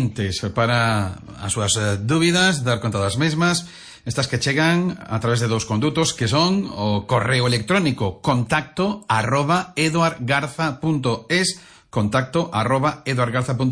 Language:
Galician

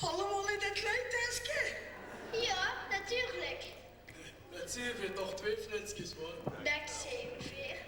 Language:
Limburgish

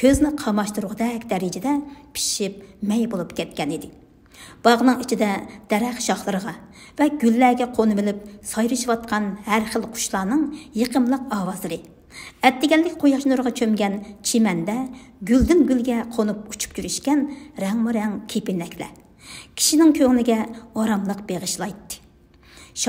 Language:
Uyghur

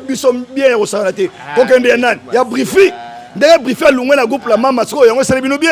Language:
Lingala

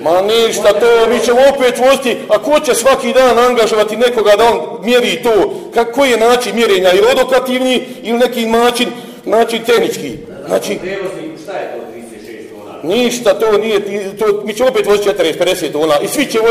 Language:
Bosnian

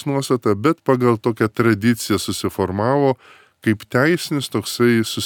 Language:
Lithuanian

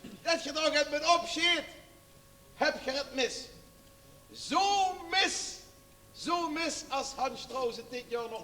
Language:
Limburgish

